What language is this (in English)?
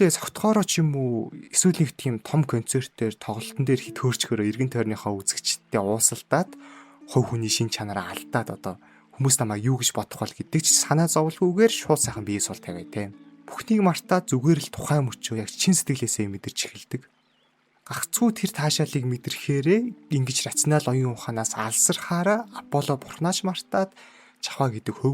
Mongolian